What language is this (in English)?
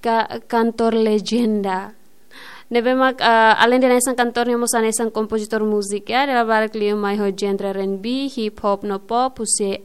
Tetum